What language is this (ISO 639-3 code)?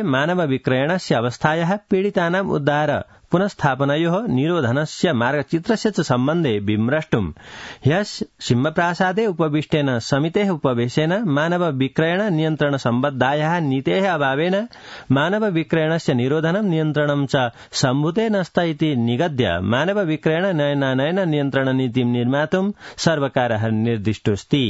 san